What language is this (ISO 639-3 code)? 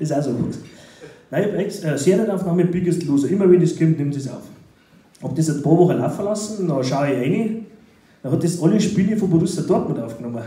bar